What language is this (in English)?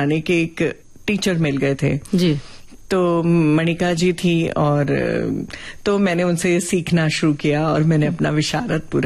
Hindi